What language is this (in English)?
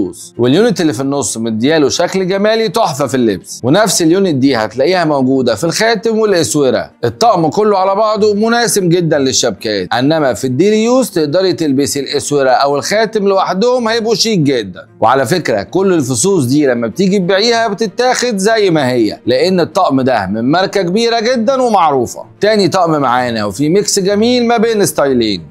Egyptian Arabic